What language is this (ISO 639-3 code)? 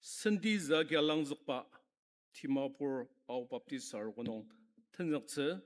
njo